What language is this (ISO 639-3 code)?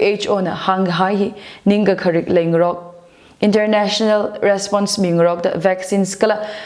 nmf